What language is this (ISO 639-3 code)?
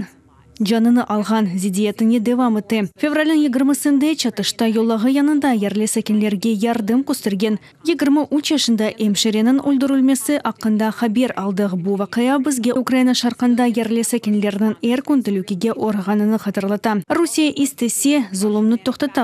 crh